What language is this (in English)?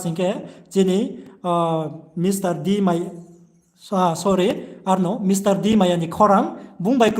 Riang (India)